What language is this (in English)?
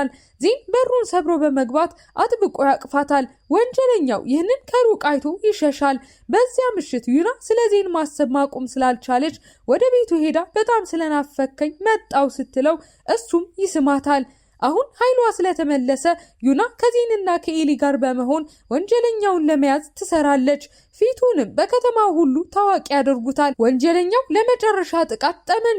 Amharic